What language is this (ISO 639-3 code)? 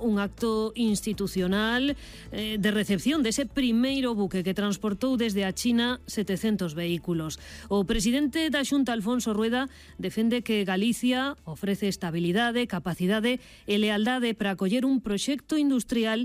glg